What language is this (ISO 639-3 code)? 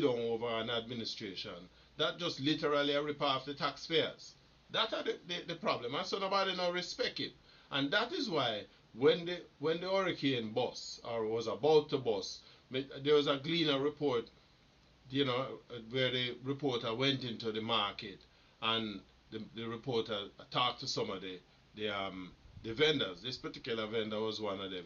jam